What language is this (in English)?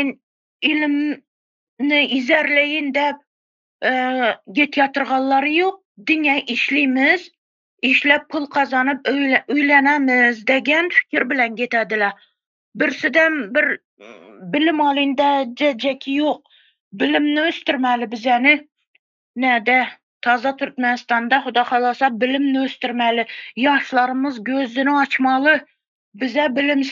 Turkmen